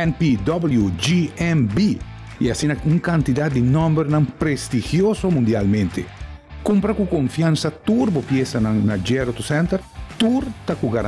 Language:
Papiamento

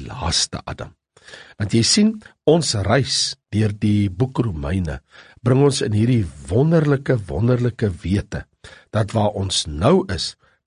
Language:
Afrikaans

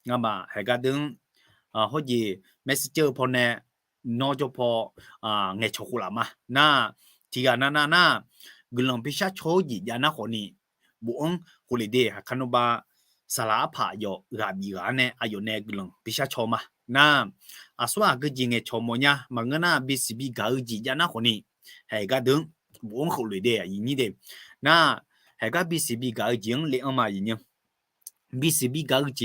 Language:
Akha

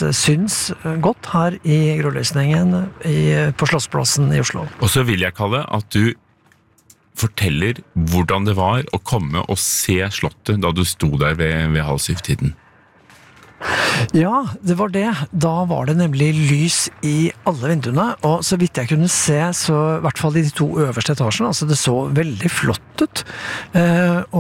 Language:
Norwegian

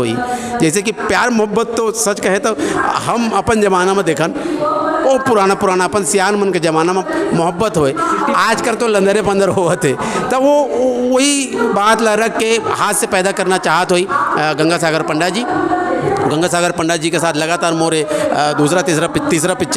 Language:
Chhattisgarhi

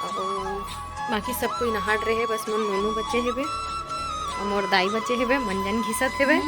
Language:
Chhattisgarhi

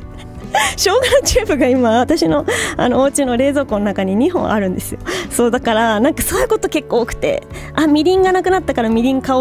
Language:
Japanese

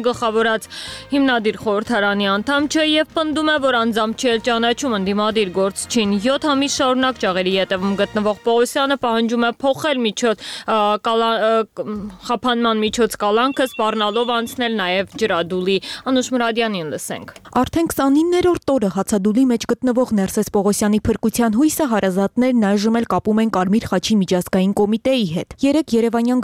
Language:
Armenian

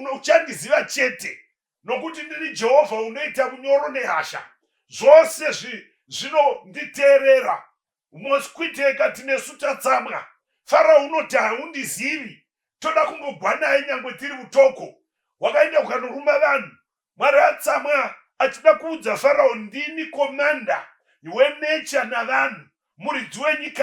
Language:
Shona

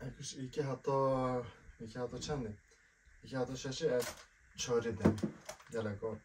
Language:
Kurdish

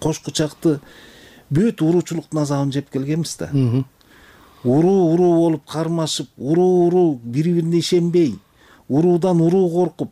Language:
Kyrgyz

